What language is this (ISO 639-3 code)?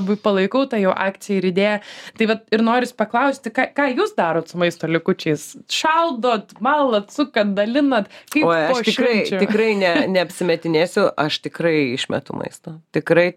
lit